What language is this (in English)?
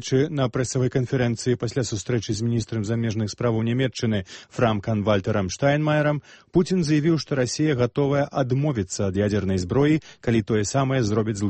Belarusian